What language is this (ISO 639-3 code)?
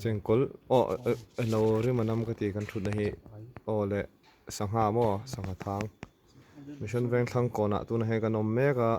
lus